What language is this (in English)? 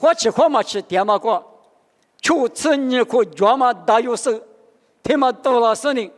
Lisu